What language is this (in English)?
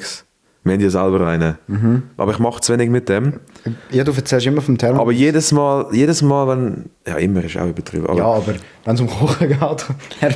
Swiss German